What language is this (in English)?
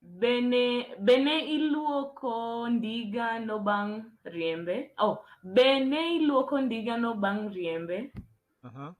Luo (Kenya and Tanzania)